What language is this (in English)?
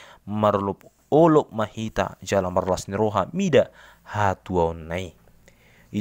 Batak Toba